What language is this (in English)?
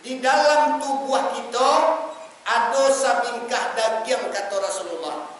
Minangkabau